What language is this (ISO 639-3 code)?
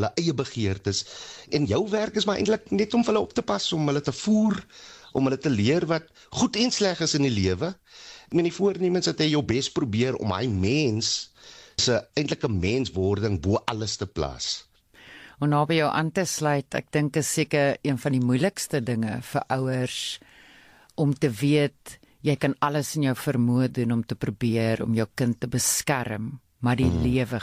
afr